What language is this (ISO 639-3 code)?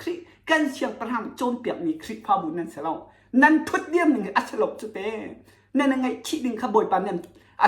cnh